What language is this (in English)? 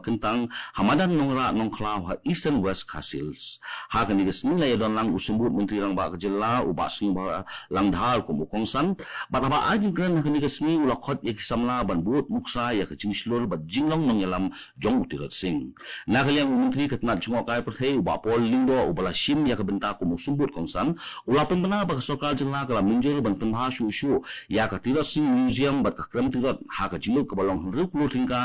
Khasi